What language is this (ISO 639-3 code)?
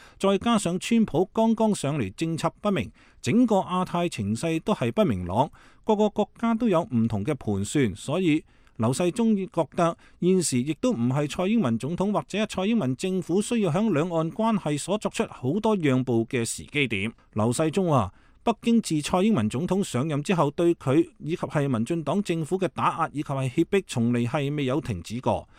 yue